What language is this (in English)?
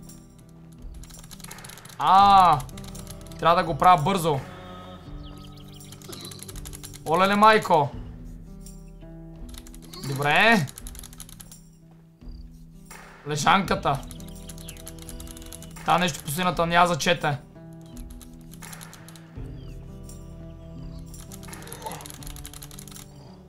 Bulgarian